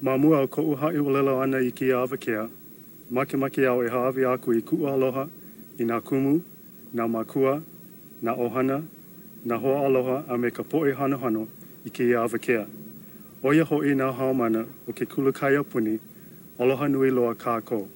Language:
Hawaiian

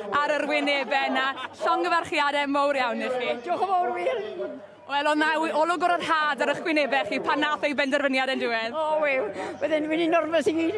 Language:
Welsh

